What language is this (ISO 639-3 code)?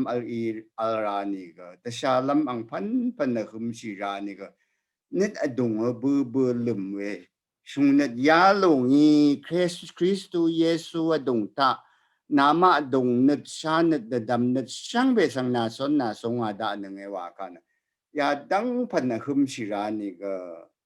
raw